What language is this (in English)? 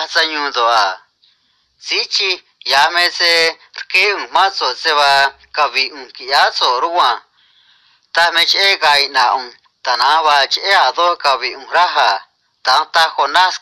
Copala Triqui